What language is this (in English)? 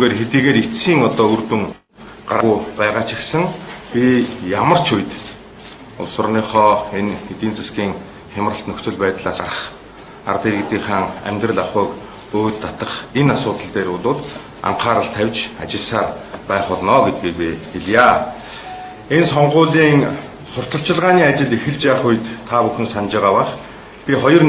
Mongolian